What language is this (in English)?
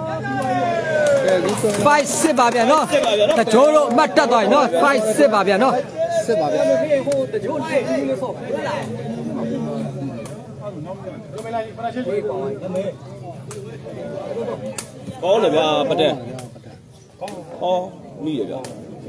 Burmese